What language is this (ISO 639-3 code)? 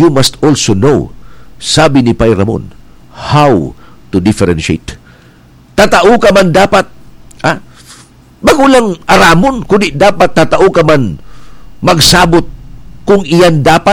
bik